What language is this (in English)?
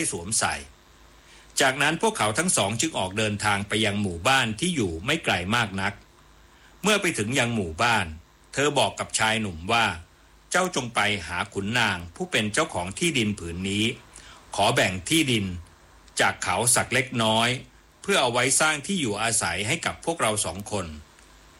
Thai